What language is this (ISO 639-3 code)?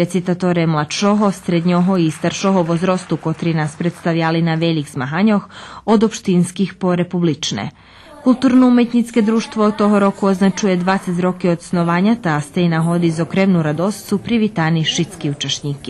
rue